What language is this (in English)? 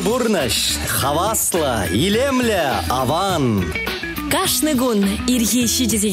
Chuvash